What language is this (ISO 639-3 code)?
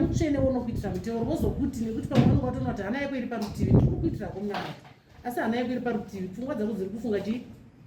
sna